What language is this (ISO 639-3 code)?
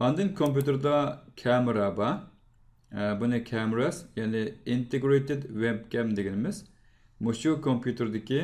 uig